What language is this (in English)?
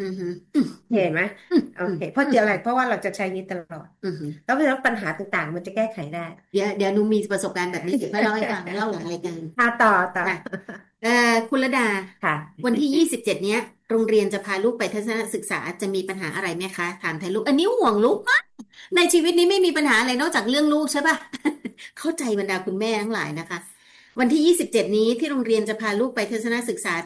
Thai